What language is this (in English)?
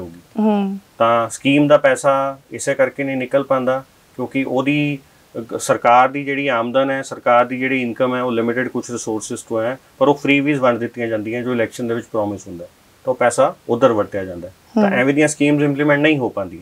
Punjabi